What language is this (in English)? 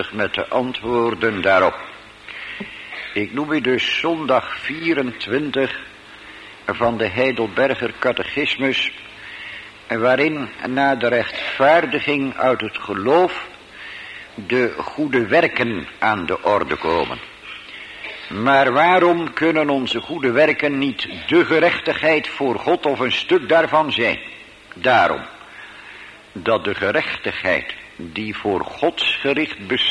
Dutch